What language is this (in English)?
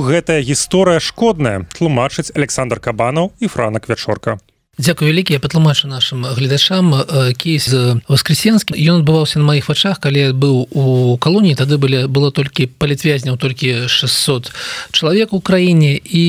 Belarusian